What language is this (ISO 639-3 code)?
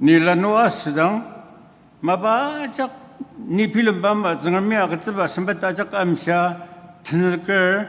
njo